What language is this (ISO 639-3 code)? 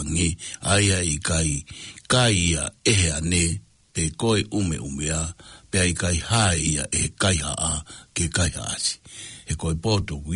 ton